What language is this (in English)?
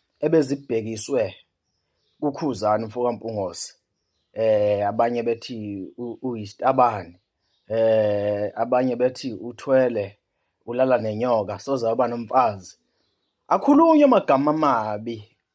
Zulu